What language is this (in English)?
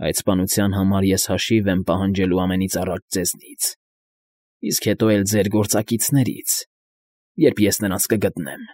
Armenian